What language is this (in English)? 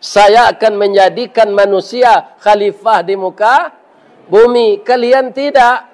Minangkabau